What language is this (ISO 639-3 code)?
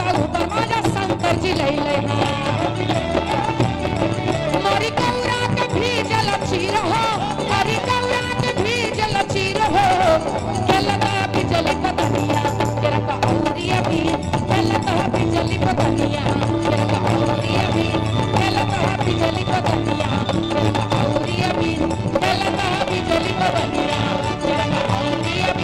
bho